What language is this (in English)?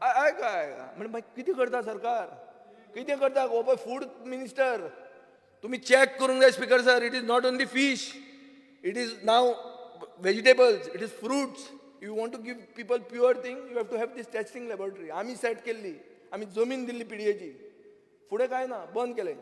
Konkani